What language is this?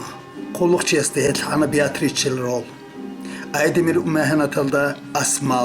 Avaric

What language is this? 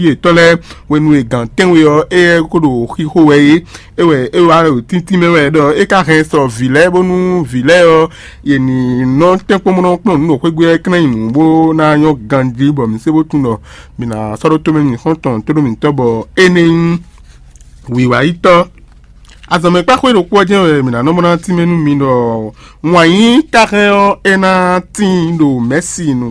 Fon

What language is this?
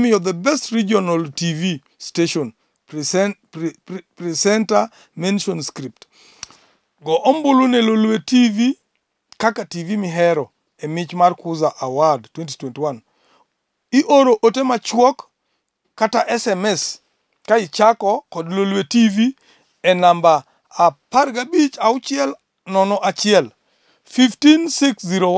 Luo (Kenya and Tanzania)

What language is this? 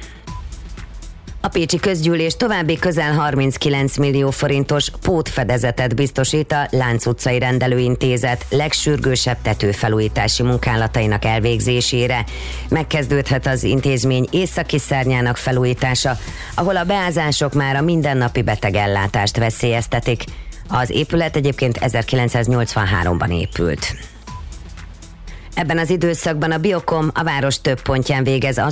Hungarian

